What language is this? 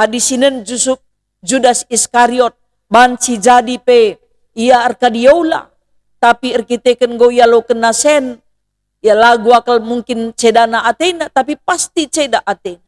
Batak Karo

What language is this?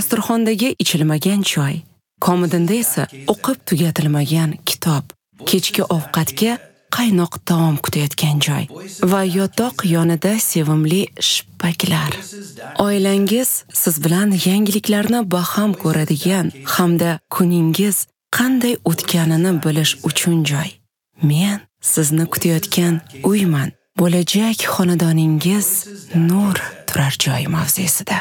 Uzbek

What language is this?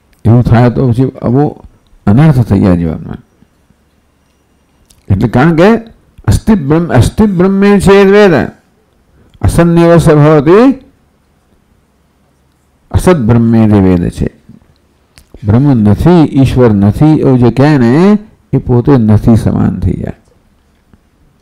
Gujarati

